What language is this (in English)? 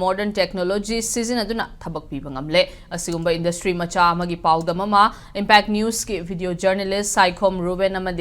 Manipuri